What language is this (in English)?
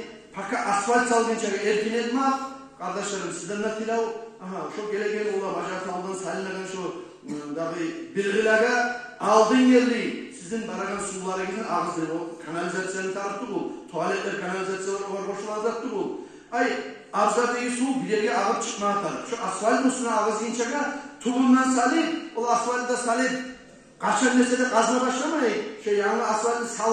Kumyk